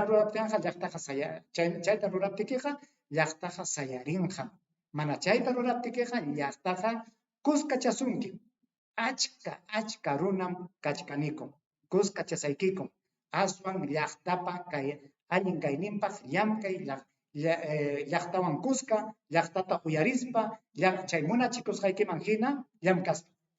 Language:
Ayacucho Quechua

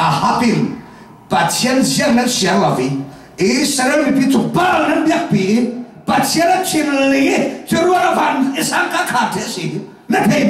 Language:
Falam Chin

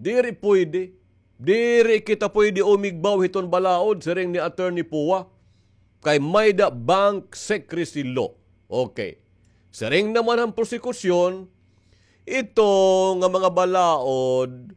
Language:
Waray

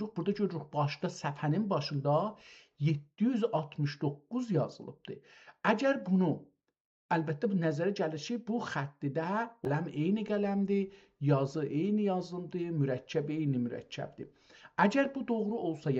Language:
South Azerbaijani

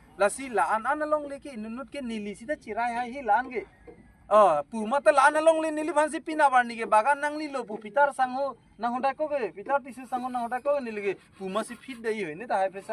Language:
Karbi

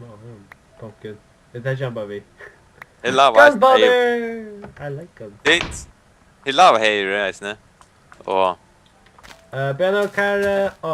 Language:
Faroese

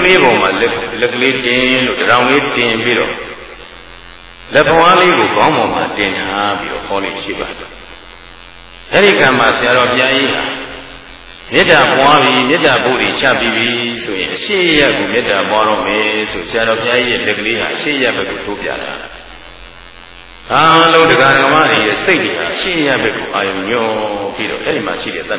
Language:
Burmese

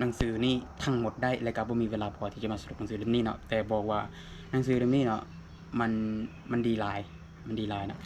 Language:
Lao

